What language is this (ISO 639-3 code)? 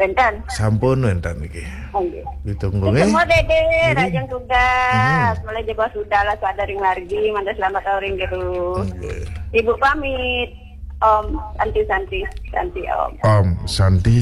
ban